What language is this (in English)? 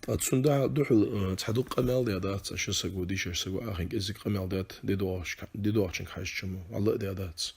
Ingush